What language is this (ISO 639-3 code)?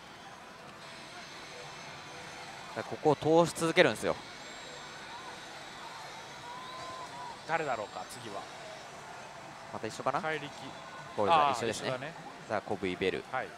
jpn